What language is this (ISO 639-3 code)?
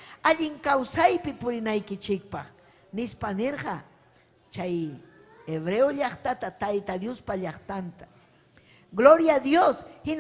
quy